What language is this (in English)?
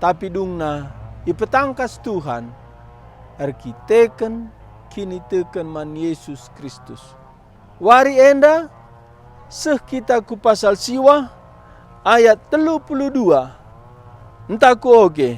Batak Karo